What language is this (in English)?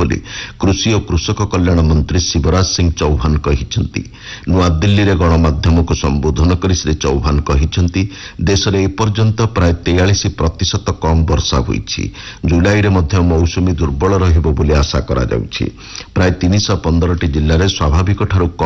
Odia